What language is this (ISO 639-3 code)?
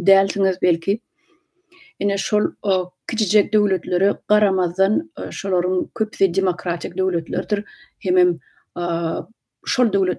tuk